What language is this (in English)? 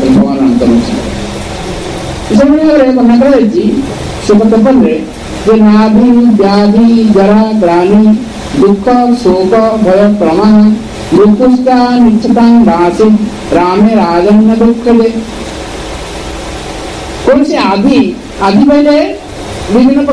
Odia